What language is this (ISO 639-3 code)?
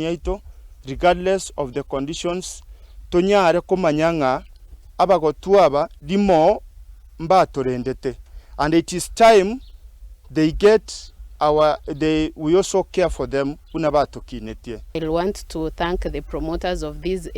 guz